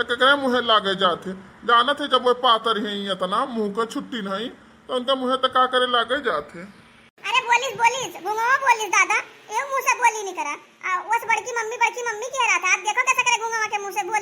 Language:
Awadhi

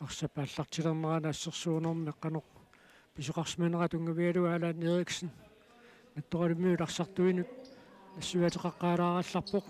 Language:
Kalaallisut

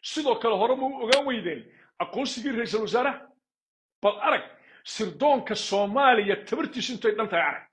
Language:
Somali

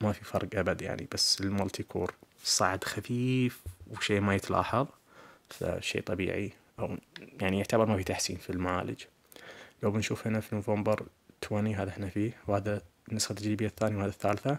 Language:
Najdi Arabic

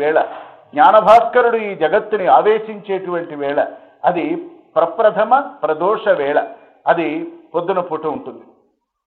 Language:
Telugu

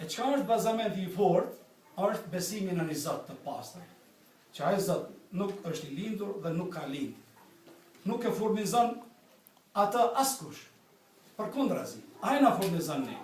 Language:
Albanian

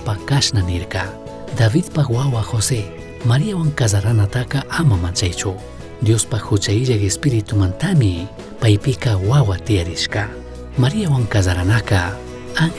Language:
Chimborazo Highland Quichua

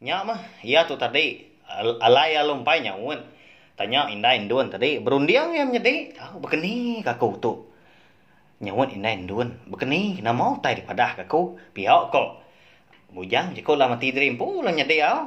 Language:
Iban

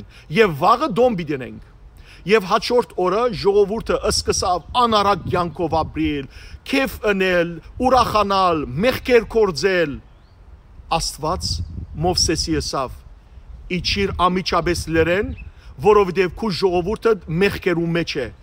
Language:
Western Armenian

